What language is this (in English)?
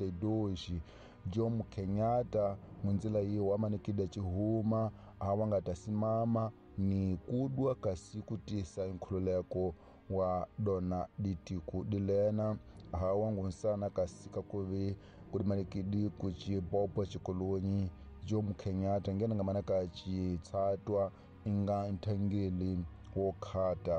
Tsonga